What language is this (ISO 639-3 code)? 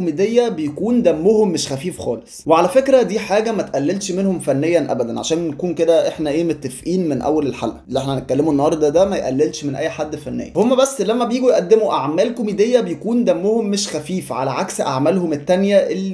arz